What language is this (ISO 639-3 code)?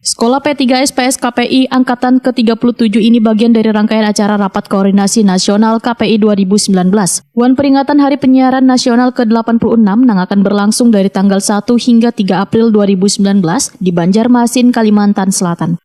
bjn